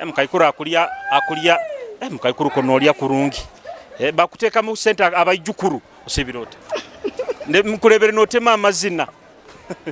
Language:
Nyoro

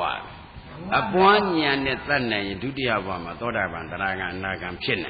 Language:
Burmese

